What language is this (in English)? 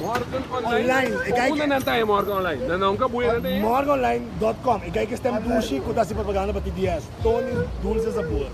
Papiamento